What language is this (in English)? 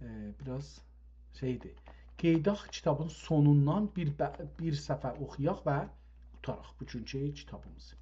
South Azerbaijani